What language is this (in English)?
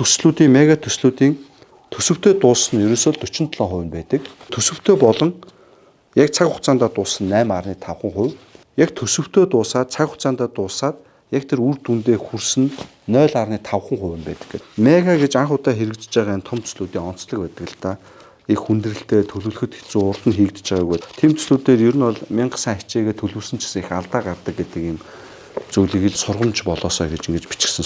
Mongolian